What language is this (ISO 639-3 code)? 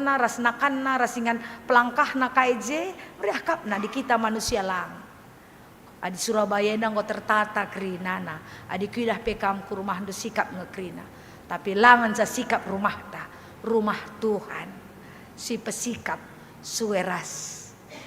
btx